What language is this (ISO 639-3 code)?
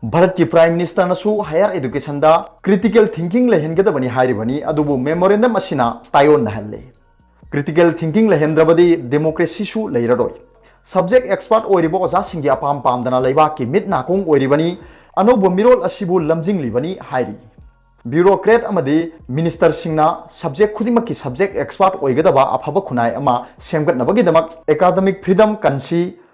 mni